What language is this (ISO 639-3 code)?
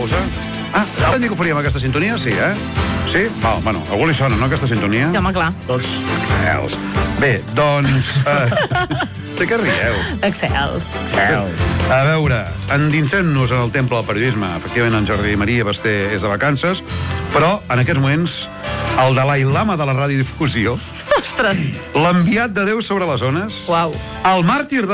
cat